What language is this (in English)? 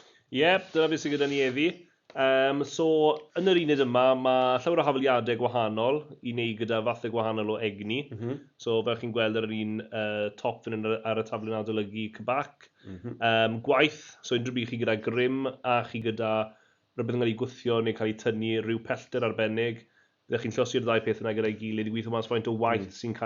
Welsh